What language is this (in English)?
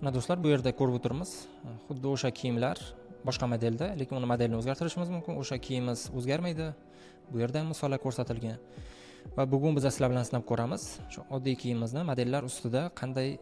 Uzbek